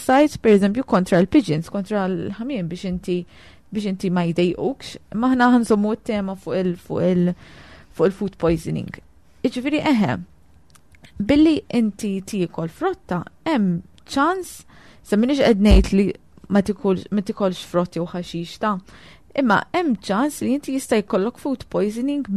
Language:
Maltese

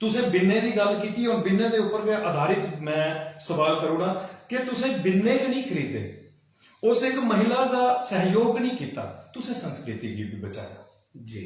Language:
Dogri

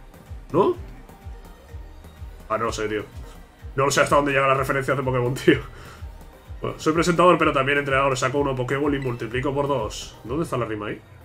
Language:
Spanish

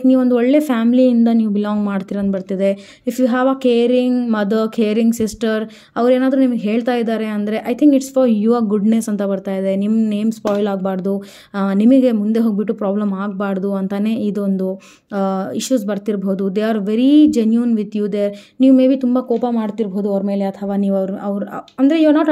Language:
Kannada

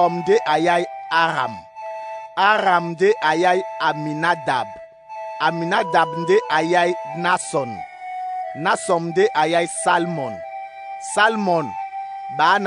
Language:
Duala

